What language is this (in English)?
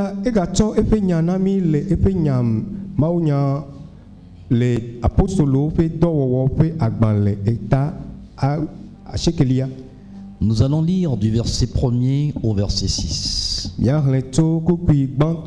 Ewe